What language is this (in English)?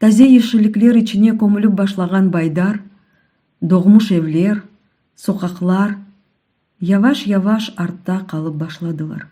Crimean Tatar